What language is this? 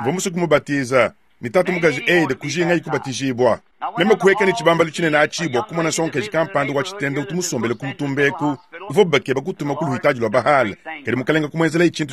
Luba-Lulua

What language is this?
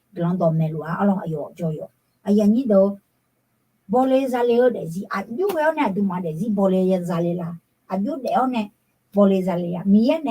Akha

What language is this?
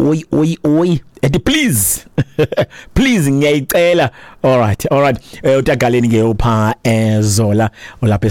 Xhosa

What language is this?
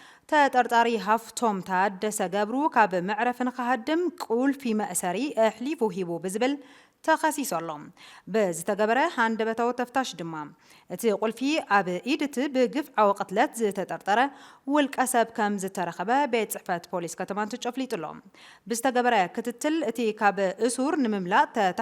Tigrinya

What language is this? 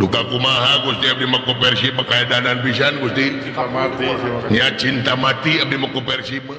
Sundanese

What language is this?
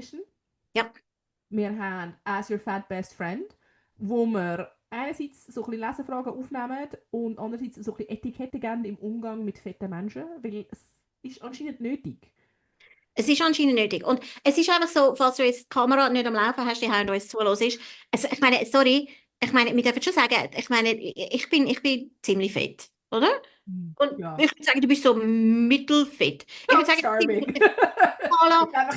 Swiss German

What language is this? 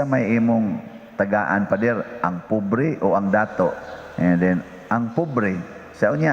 Cebuano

